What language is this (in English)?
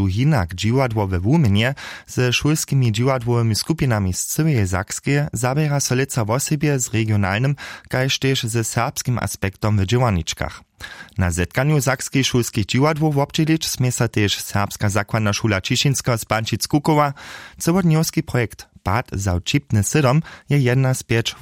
Upper Sorbian